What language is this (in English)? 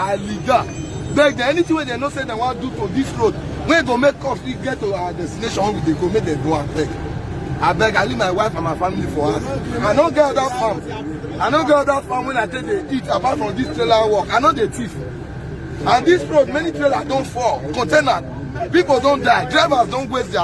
Nigerian Pidgin